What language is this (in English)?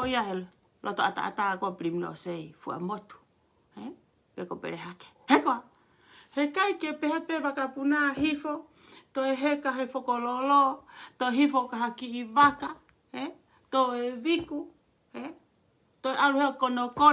Tongan